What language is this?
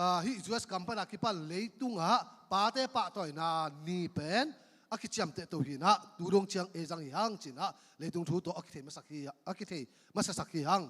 Tedim Chin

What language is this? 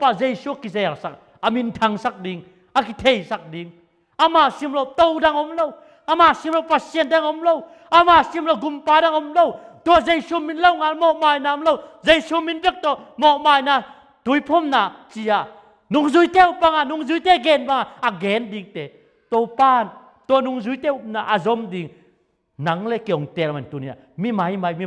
Tedim Chin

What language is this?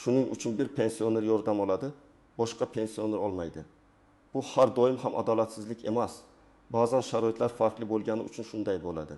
Uzbek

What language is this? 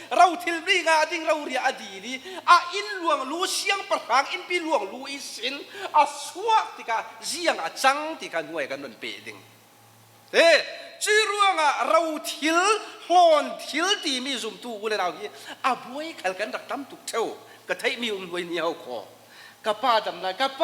Falam Chin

